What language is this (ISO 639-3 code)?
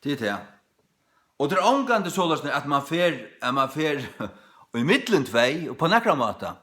fao